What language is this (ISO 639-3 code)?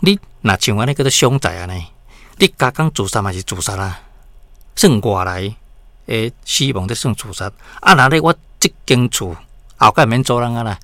nan